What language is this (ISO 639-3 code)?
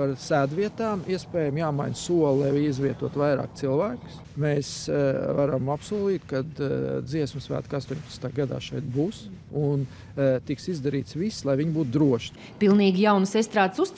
lav